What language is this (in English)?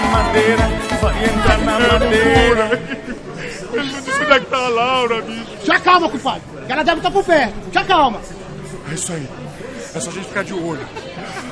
Portuguese